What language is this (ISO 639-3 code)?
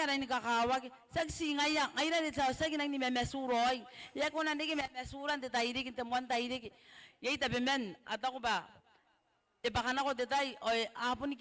gil